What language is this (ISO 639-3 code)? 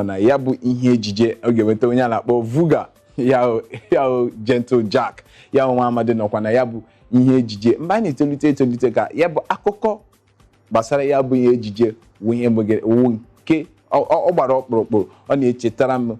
ibo